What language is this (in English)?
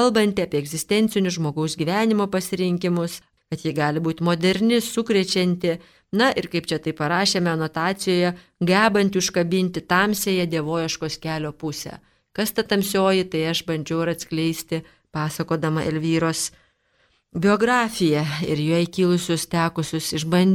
Lithuanian